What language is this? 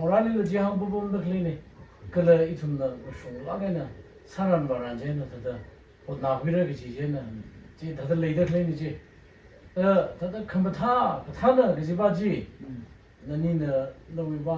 Tangkhul Naga (India)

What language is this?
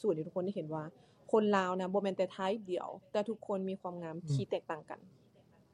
Lao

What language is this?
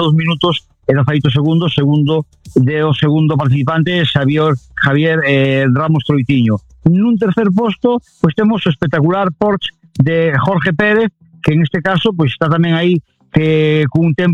Galician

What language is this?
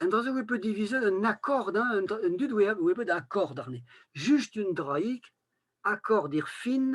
Breton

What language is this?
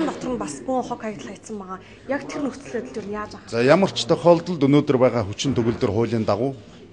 Mongolian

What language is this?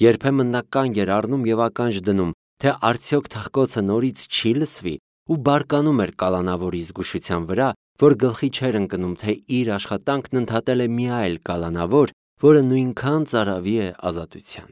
Armenian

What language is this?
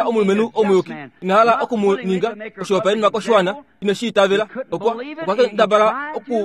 Kuanyama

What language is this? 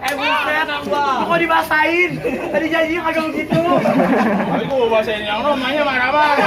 Betawi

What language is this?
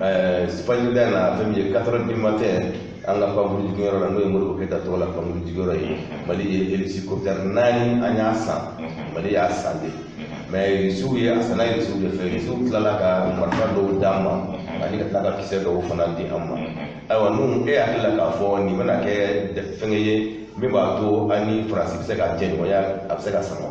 Bambara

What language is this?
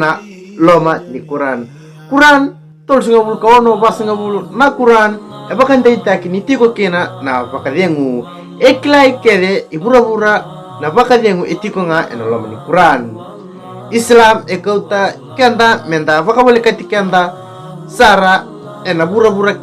Fijian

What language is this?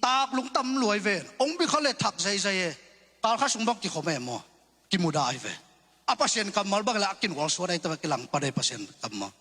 Tedim Chin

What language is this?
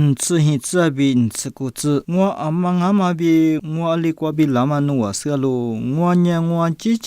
Lisu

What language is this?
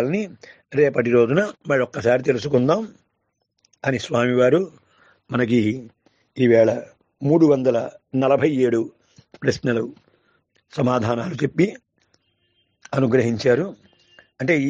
Telugu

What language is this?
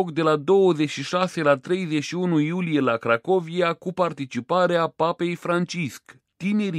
Romanian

